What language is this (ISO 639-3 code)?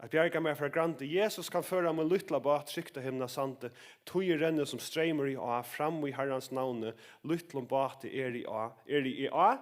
fao